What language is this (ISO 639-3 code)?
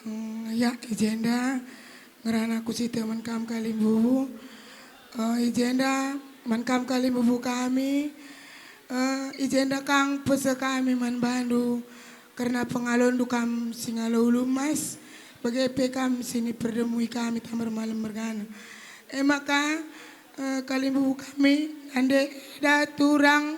btx